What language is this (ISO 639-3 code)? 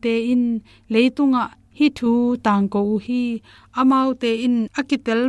ctd